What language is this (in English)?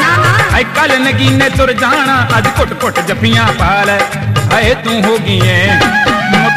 Punjabi